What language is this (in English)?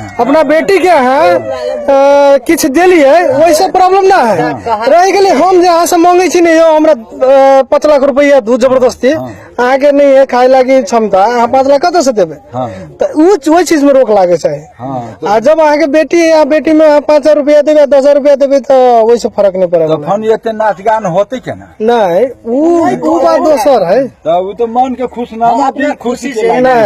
Maithili